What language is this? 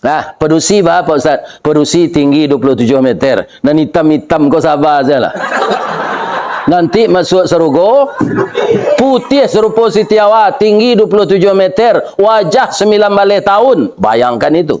Minangkabau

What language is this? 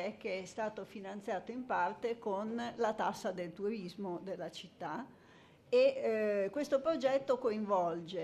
Italian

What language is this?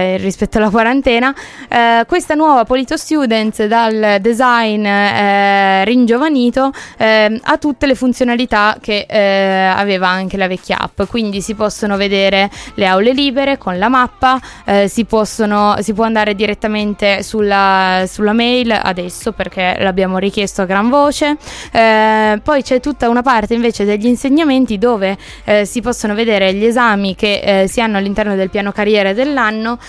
Italian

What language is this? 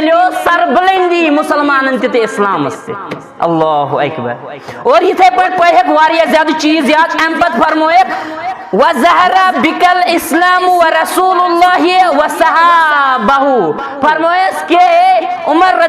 Kashmiri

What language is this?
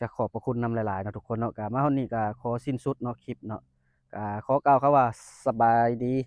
Lao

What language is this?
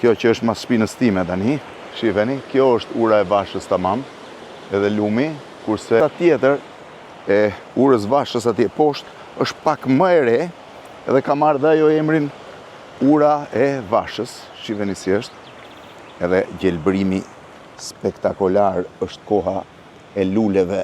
Albanian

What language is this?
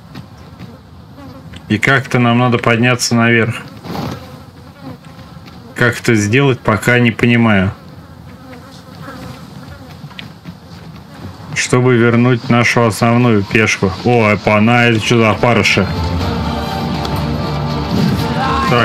Russian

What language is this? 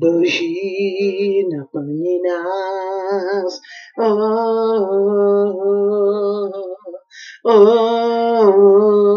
Czech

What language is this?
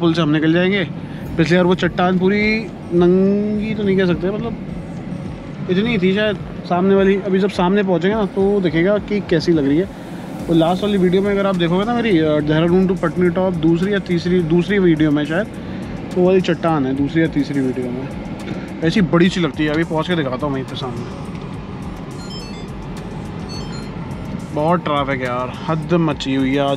Hindi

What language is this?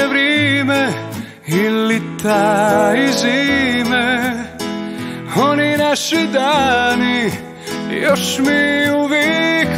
Croatian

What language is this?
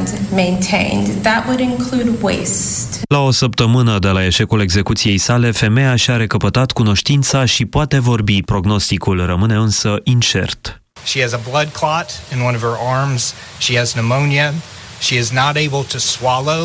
Romanian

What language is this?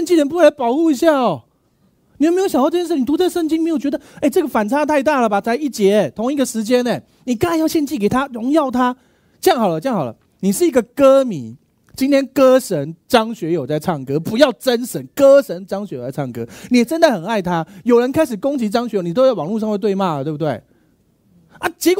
Chinese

